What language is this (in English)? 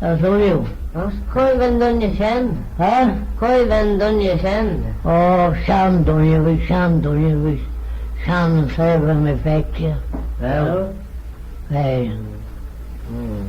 Manx